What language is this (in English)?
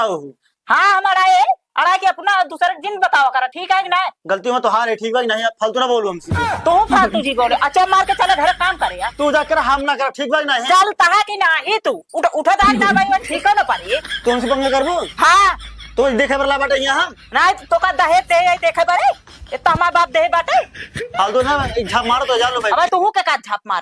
Awadhi